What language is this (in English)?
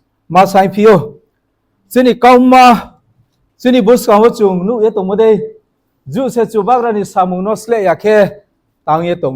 Riang (India)